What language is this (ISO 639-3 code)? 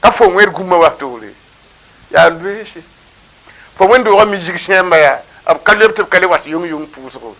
mos